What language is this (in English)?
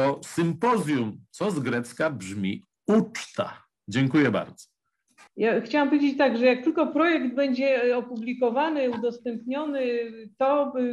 Polish